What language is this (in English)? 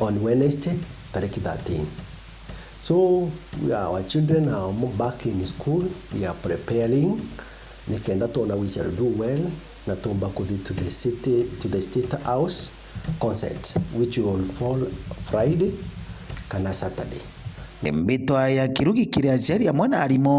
Meru